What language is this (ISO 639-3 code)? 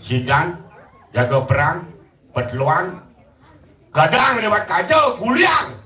ban